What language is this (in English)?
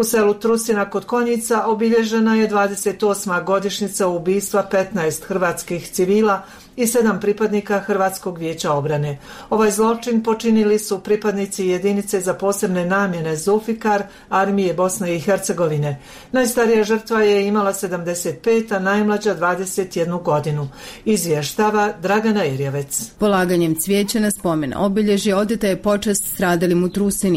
Bosnian